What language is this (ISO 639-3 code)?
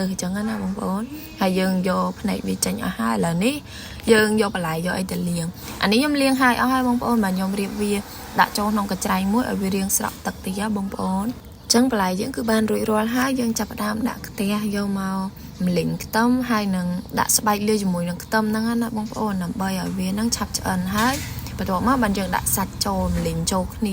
khm